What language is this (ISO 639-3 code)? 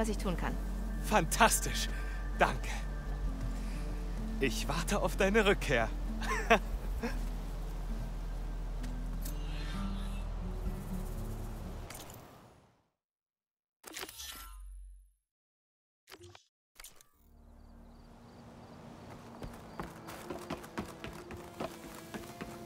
deu